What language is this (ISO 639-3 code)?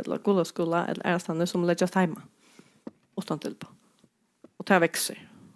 fao